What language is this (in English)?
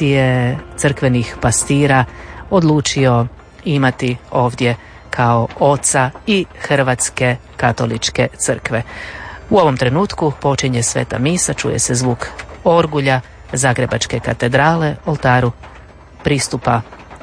Croatian